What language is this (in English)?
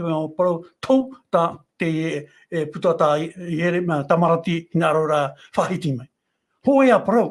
Tahitian